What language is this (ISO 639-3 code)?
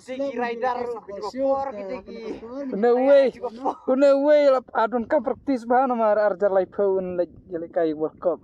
kha